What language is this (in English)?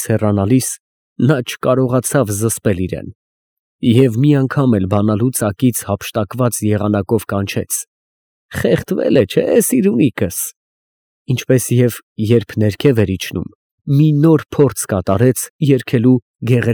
Armenian